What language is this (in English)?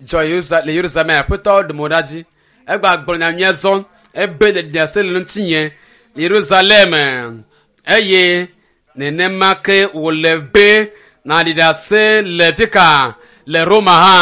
Ewe